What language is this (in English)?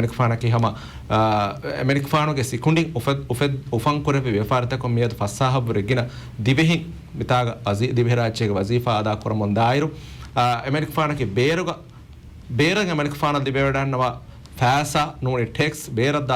Divehi